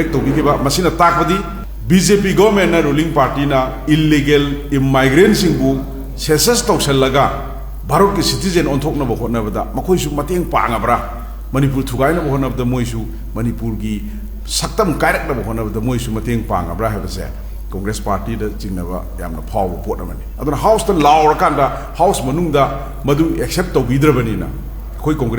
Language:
Manipuri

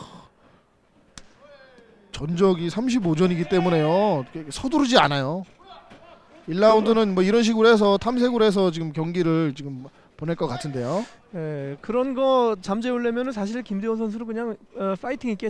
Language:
Korean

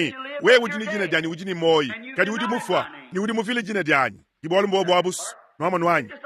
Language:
Luba-Lulua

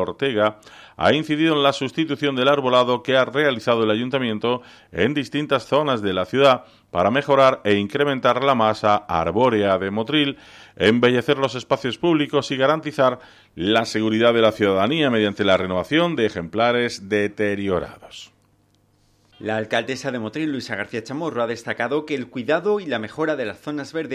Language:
Spanish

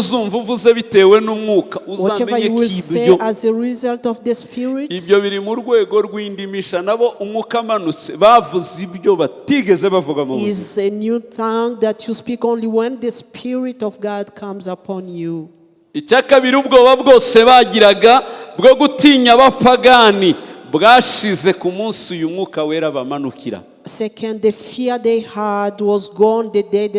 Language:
Kinyarwanda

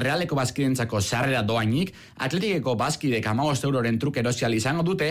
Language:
Basque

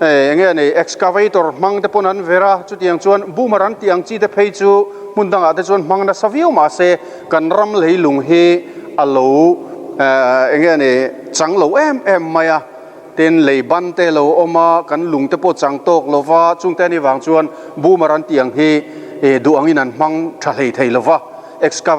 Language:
Mizo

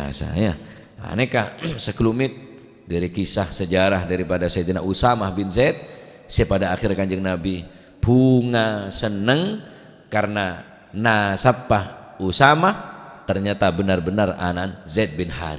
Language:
Madurese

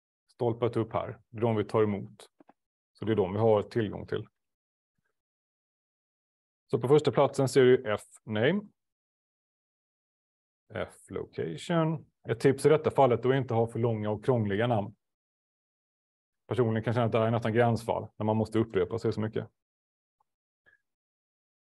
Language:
Swedish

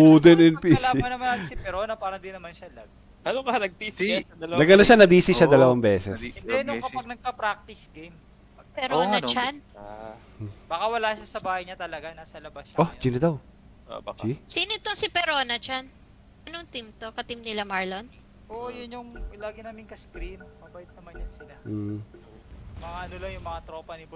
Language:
Filipino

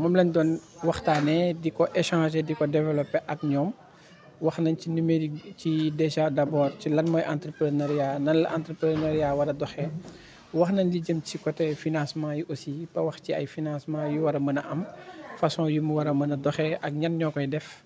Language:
Wolof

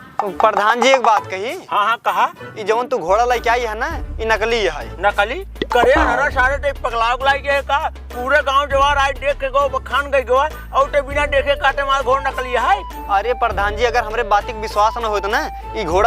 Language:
Awadhi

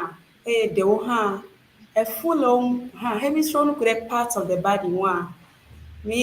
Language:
Ewe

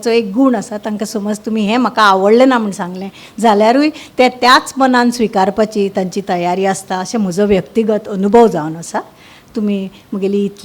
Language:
Konkani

